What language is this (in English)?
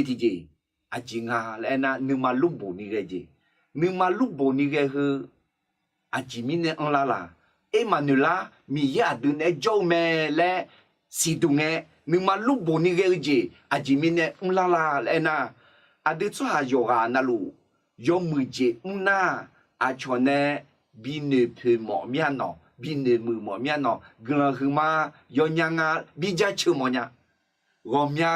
Akha